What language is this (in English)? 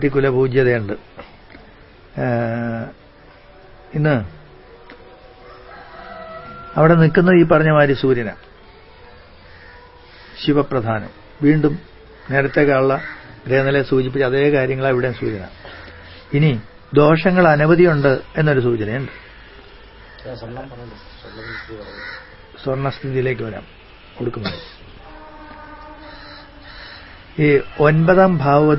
Malayalam